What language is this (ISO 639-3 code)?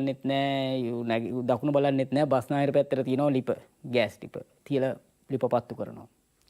sin